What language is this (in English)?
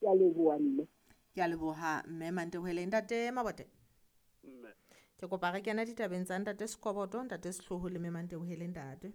Southern Sotho